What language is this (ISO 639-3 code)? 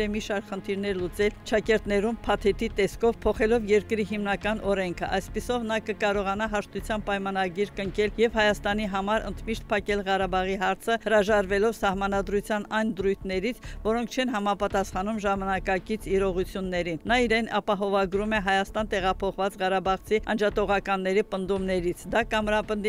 hye